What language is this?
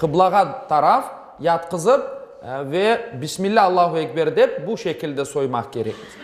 Crimean Tatar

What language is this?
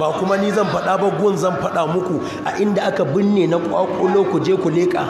Hausa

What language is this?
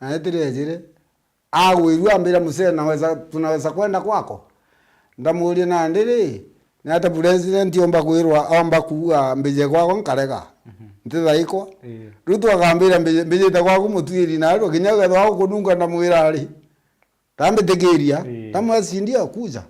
Meru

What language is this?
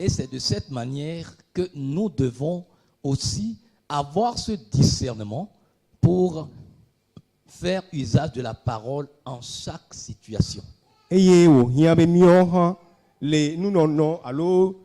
Ewe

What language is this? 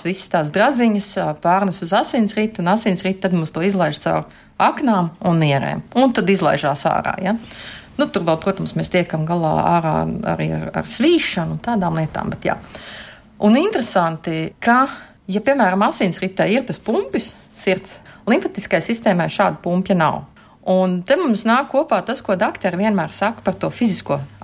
Latvian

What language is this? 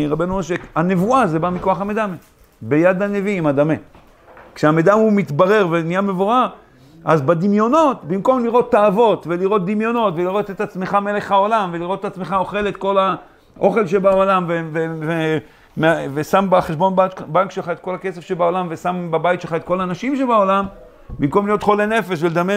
Hebrew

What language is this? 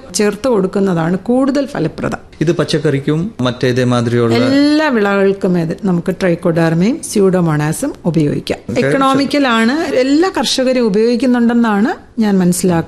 Malayalam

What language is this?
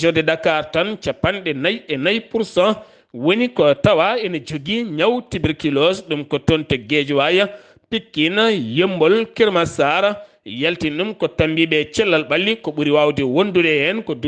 Fula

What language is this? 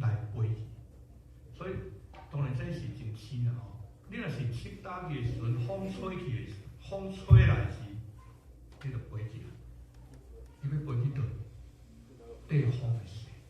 Min Nan Chinese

